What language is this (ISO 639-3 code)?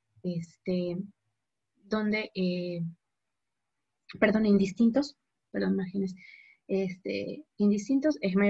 spa